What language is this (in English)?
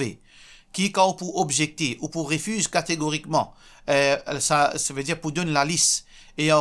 Morisyen